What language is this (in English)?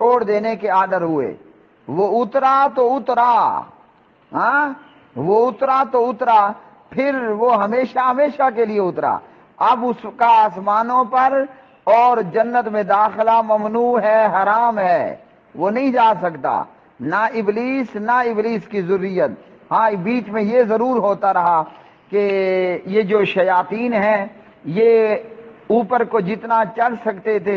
Urdu